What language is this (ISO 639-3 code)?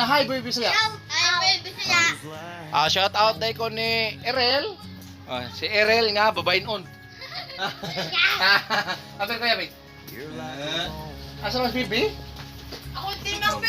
ceb